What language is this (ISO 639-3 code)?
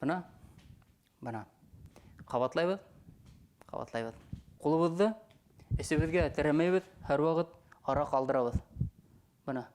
bak